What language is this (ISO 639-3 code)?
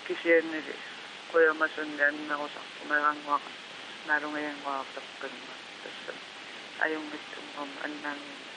kal